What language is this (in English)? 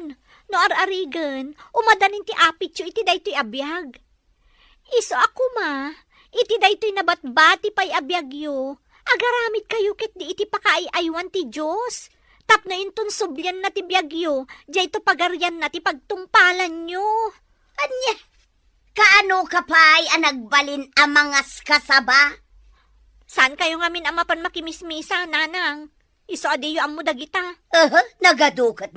Iloko